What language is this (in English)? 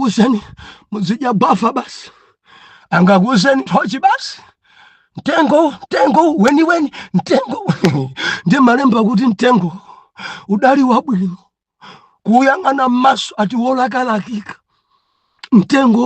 Nyanja